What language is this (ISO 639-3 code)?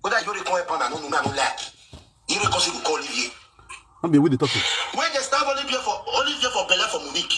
pcm